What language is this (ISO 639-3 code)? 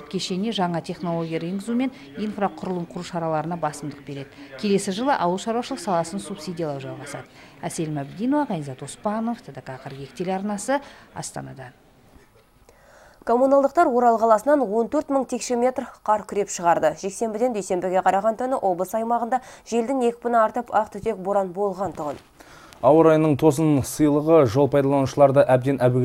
kaz